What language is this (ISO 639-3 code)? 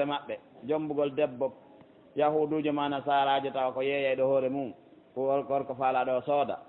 ful